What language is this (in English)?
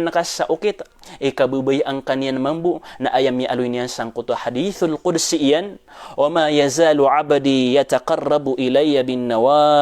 Maranao